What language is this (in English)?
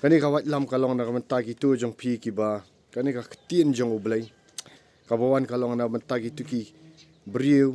Khasi